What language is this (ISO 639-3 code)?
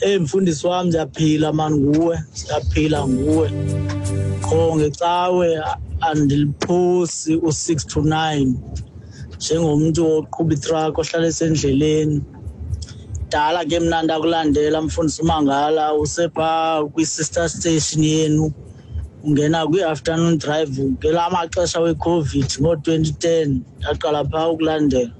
xho